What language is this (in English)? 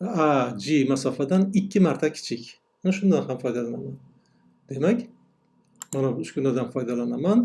Uzbek